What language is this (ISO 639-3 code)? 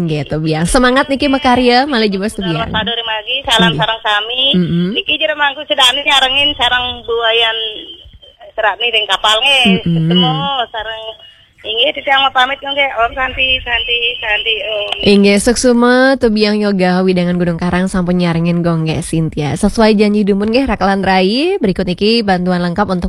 ban